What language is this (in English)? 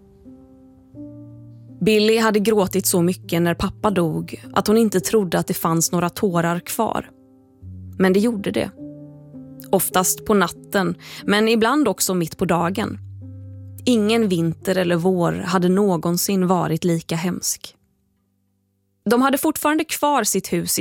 Swedish